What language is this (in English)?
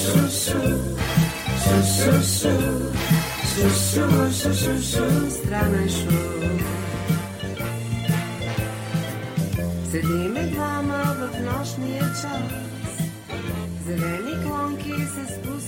Bulgarian